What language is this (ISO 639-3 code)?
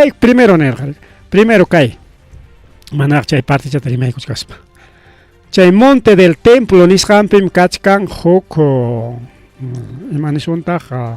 quy